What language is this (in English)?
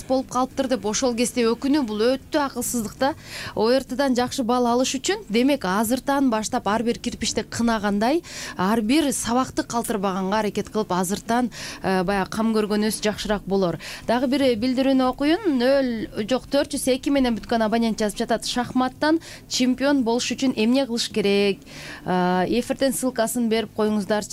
Kyrgyz